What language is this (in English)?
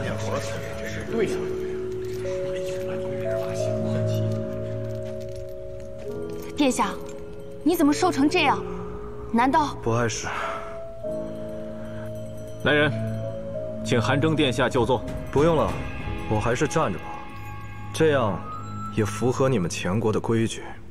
Chinese